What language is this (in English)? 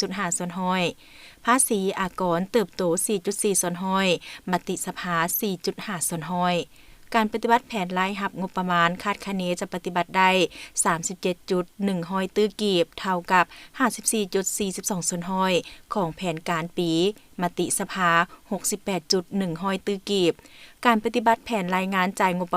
Lao